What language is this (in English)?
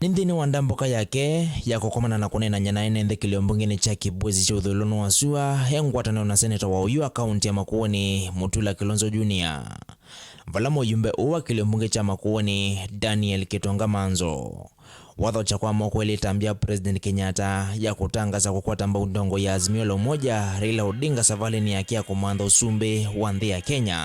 Kamba